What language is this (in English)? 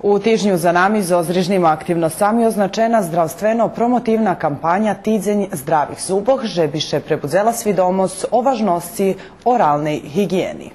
Rusyn